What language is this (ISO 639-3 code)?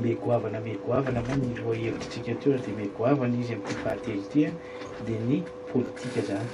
mlg